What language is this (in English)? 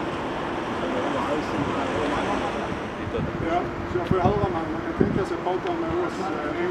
Swedish